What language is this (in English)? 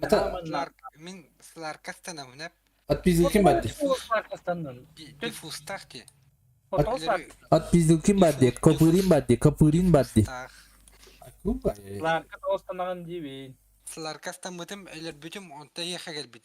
Yakut